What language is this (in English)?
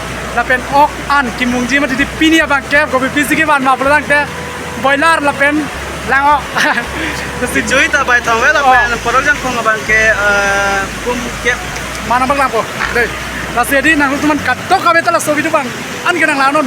Karbi